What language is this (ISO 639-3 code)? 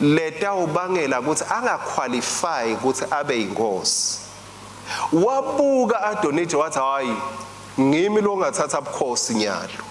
ssw